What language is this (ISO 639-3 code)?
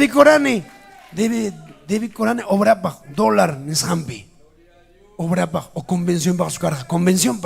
quy